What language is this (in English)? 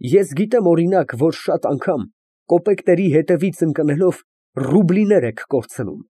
Armenian